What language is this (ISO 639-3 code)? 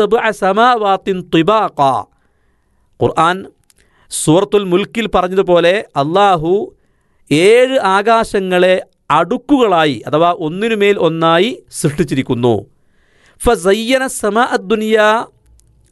mal